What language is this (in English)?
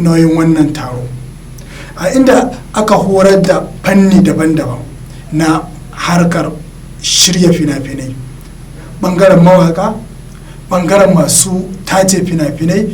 Hausa